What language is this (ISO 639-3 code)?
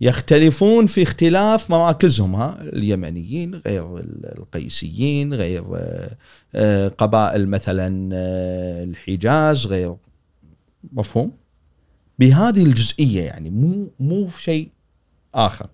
afb